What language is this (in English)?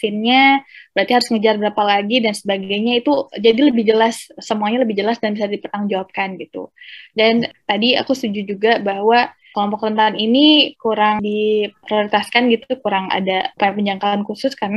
Indonesian